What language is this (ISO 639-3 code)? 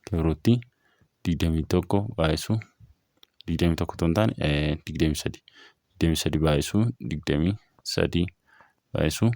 orm